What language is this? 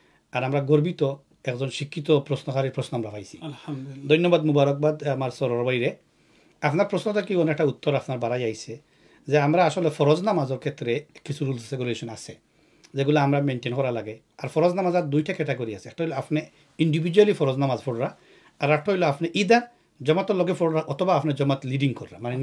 Sylheti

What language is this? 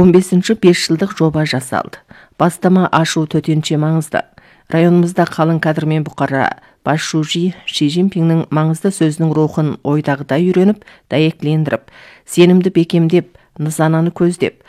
Kazakh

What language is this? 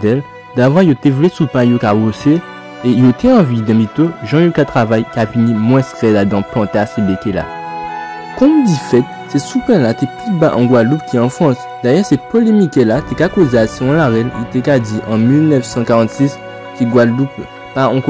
Guadeloupean Creole French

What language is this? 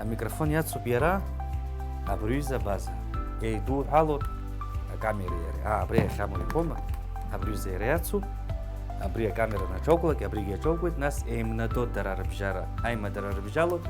Abkhazian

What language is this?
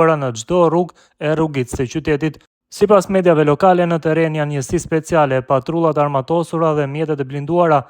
Albanian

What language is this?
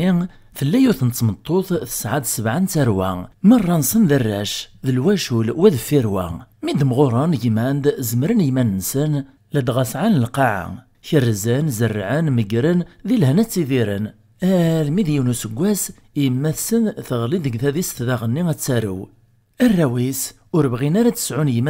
Kabyle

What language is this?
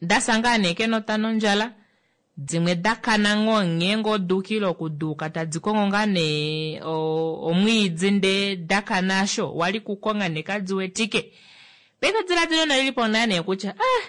Kuanyama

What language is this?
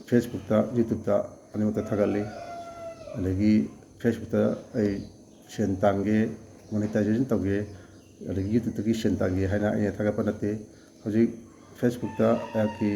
Manipuri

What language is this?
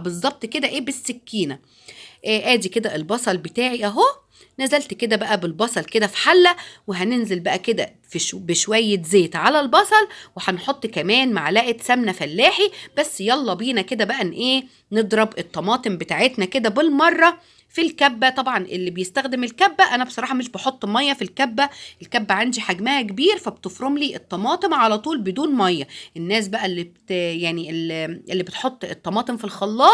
Egyptian Arabic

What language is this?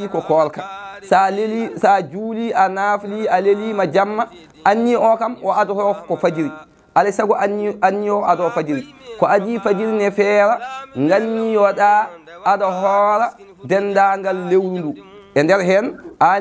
Fula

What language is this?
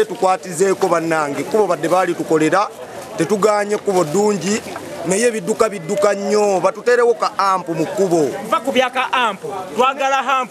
Ganda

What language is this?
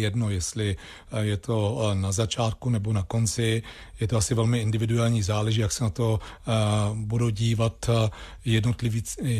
Czech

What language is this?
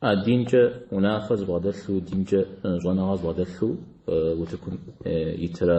Kabardian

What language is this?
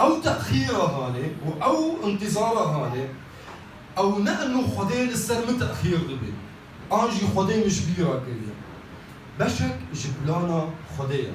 Kurdish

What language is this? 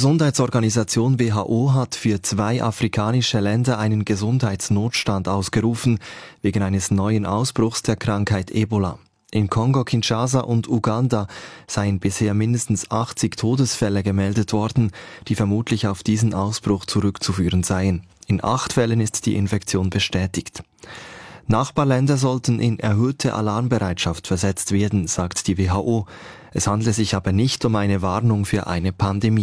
German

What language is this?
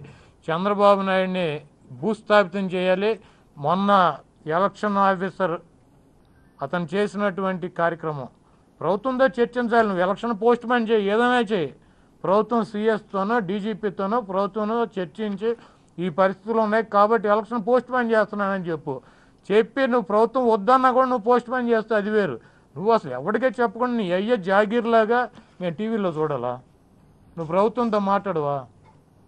Telugu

